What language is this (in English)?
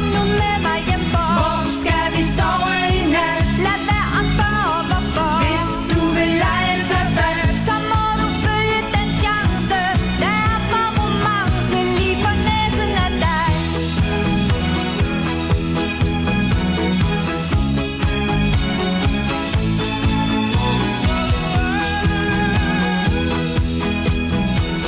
Danish